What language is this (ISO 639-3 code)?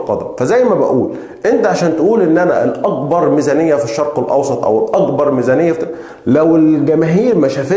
arz